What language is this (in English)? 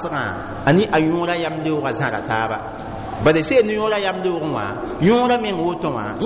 Mossi